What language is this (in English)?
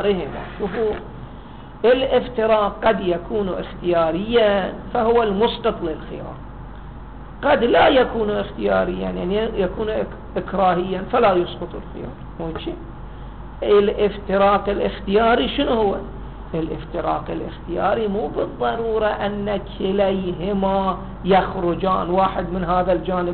Arabic